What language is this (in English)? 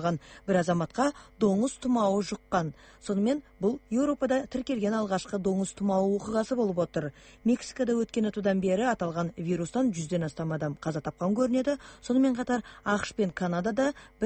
Kyrgyz